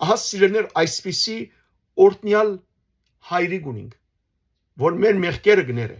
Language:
Western Armenian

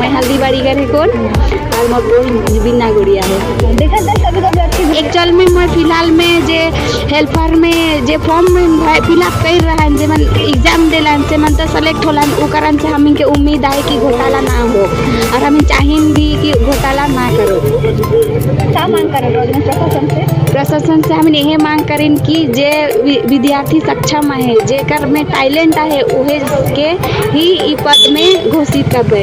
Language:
Sadri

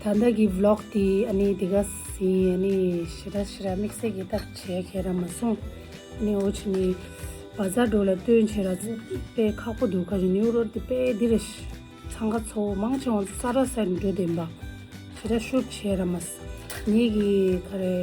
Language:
Tibetan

